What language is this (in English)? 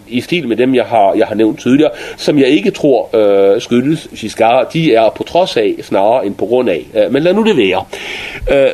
Danish